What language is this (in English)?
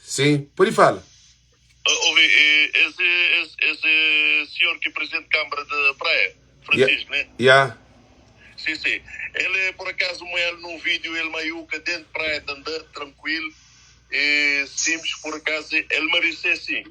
Kabuverdianu